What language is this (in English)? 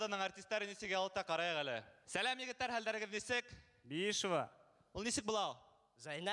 Bashkir